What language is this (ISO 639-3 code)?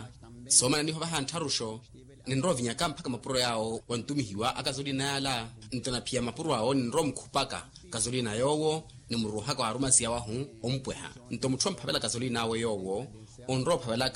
vmw